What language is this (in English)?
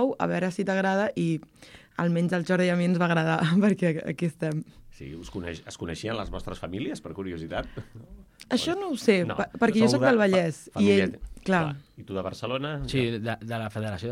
Catalan